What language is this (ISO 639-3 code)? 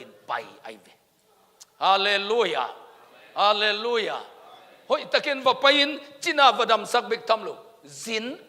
ctd